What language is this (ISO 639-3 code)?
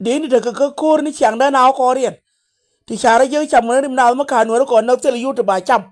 nus